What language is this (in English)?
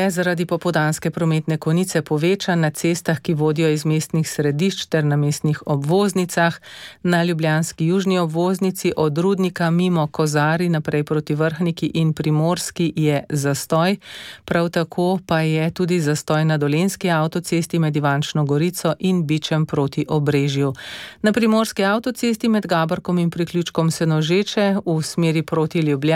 Slovenian